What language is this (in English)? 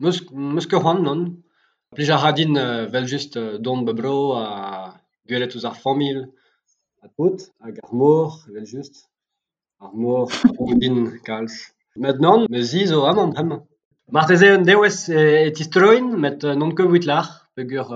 Breton